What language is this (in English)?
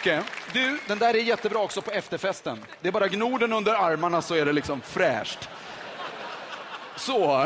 Swedish